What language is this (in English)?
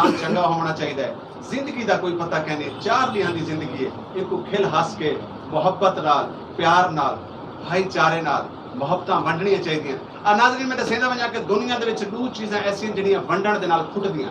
Saraiki